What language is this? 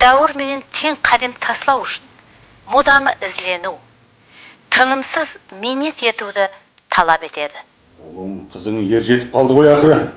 Kara-Kalpak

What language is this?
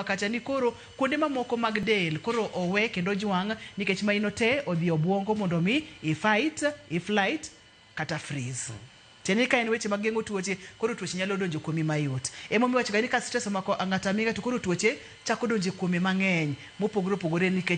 Luo (Kenya and Tanzania)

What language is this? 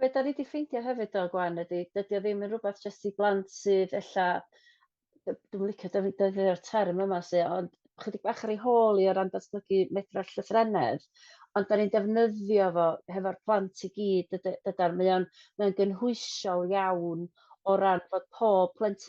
Welsh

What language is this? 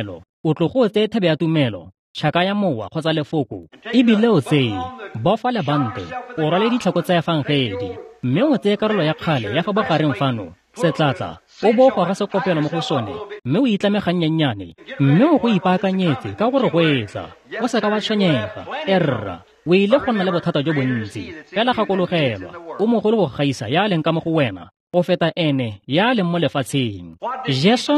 Tswana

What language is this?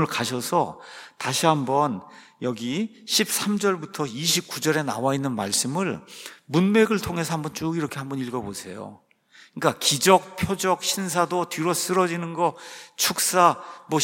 Korean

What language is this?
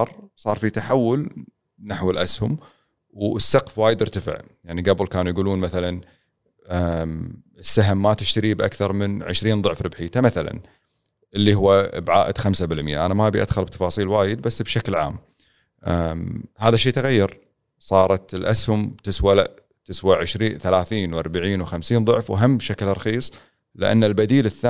Gulf Arabic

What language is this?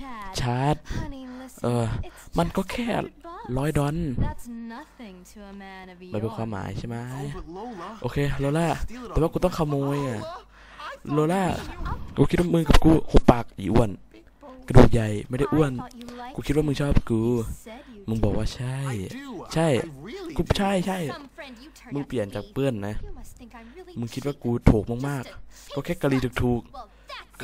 Thai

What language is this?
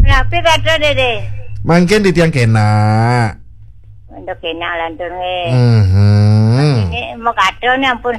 Balinese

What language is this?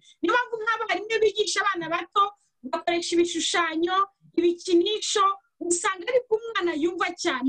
Kinyarwanda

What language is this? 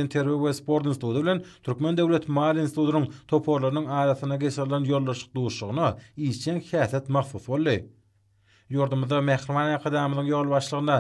Turkmen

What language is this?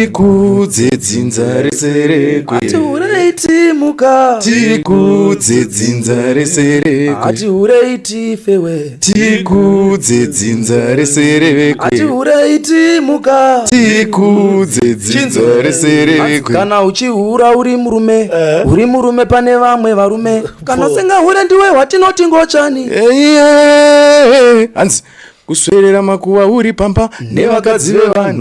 Shona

